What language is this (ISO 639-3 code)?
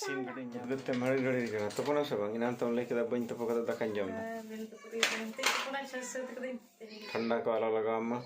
sat